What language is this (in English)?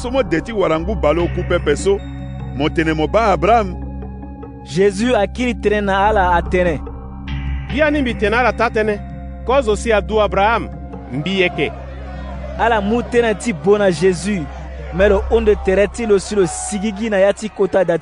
Sango